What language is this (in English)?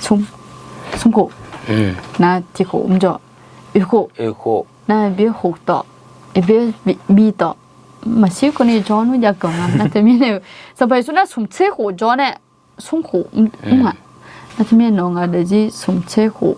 Akha